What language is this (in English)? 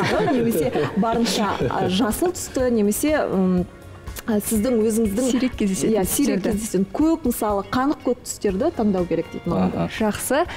Kazakh